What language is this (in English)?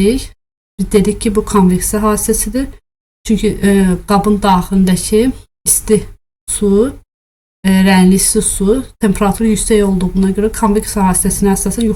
Azerbaijani